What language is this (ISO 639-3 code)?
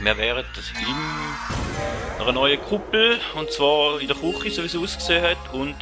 gsw